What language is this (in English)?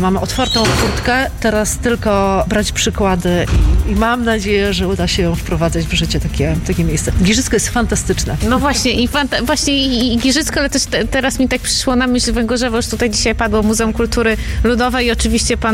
Polish